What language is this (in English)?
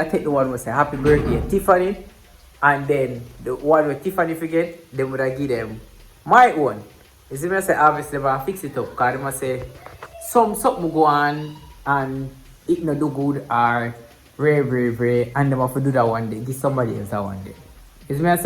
Jamaican Creole English